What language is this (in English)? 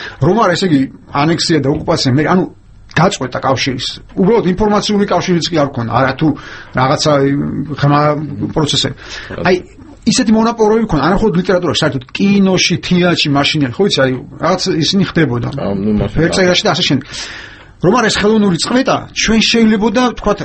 Georgian